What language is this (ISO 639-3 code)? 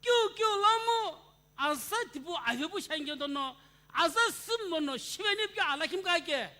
nsm